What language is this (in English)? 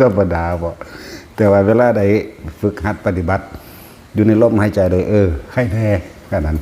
Northeastern Thai